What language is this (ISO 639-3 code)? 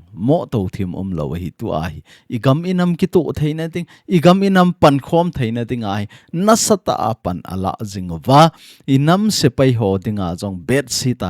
tcz